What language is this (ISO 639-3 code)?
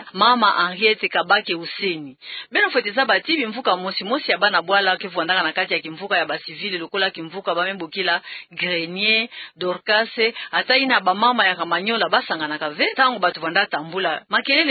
ktu